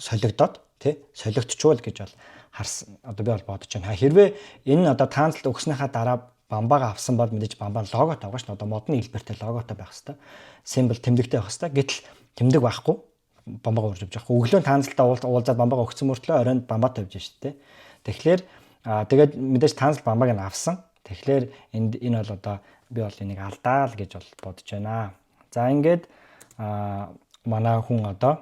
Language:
Mongolian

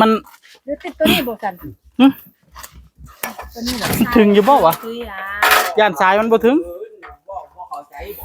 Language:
Northeastern Thai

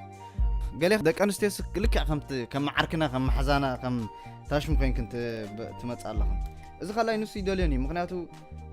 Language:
Tigrinya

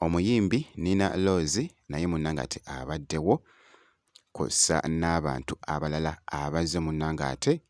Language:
Ganda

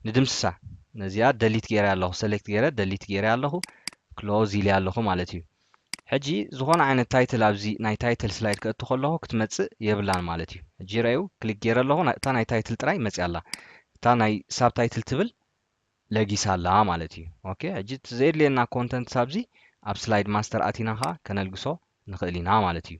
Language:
Tigrinya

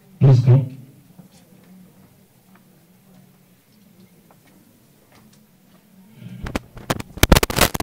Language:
Kinyarwanda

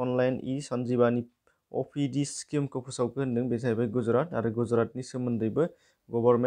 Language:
Bodo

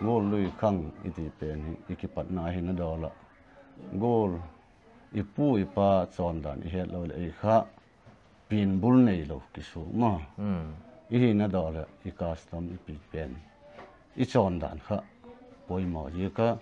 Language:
Paite Chin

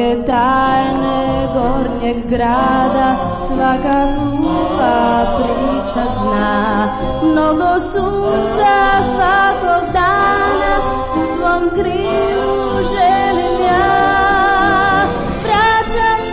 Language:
Croatian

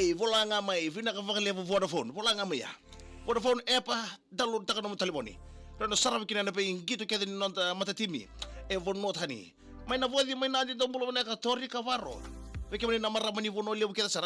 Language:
Fijian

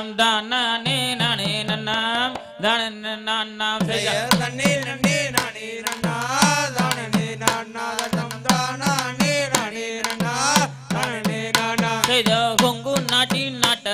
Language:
Tamil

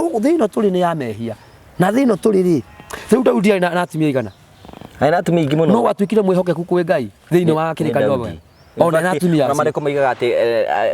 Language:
Kikuyu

